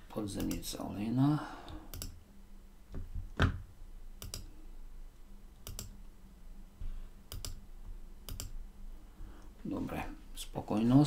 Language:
Slovak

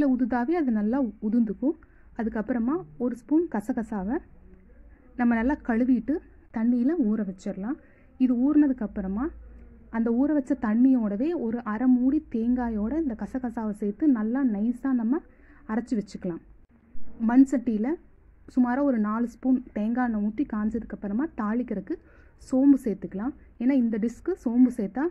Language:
Tamil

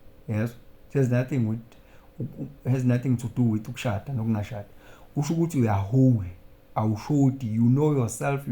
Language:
Zulu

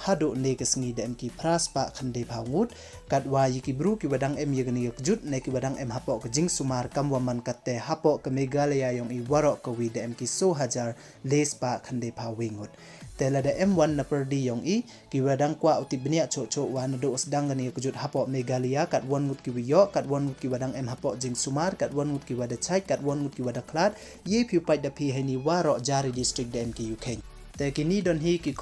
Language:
Pnar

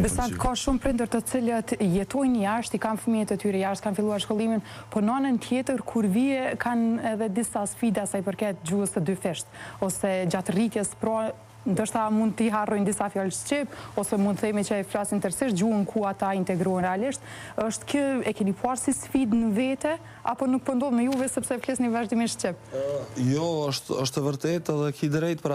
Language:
Albanian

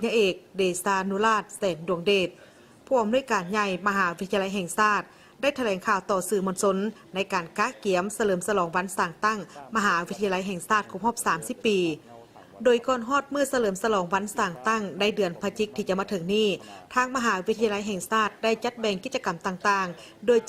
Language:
Lao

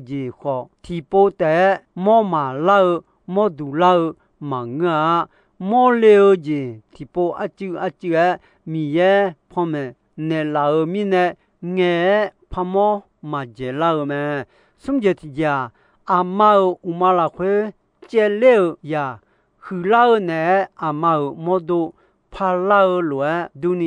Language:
Akha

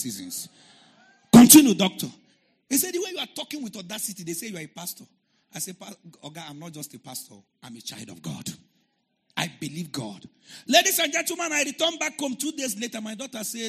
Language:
English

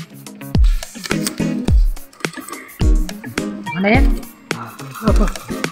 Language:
Filipino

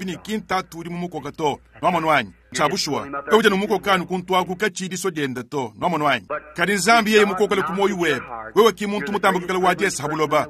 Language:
Luba-Lulua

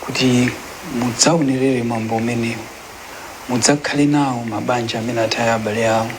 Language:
Nyanja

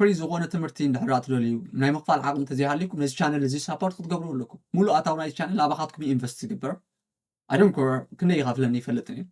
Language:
Tigrinya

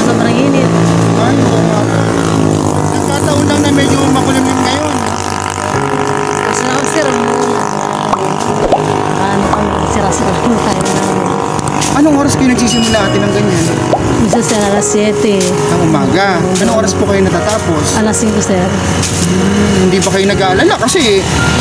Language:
Filipino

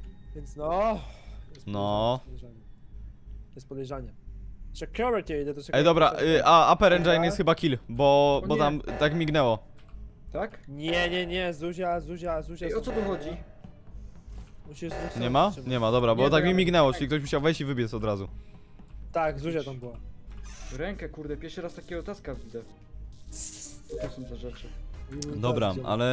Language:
Polish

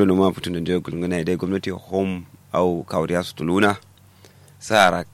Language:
Kanuri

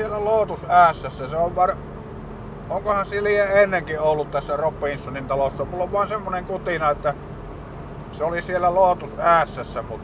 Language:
Finnish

